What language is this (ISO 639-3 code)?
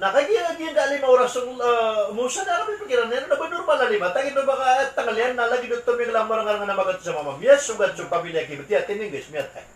mrw